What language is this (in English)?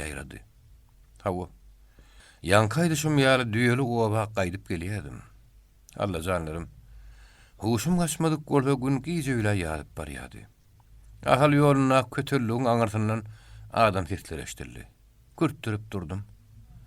Turkmen